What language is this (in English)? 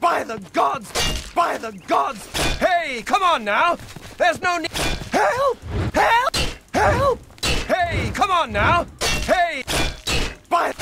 Faroese